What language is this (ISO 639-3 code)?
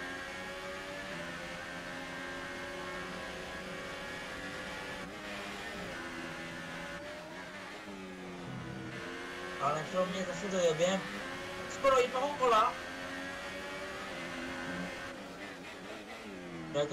ces